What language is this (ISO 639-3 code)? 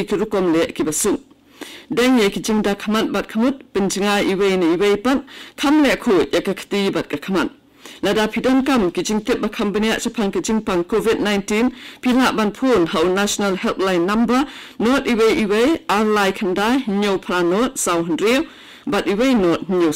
kha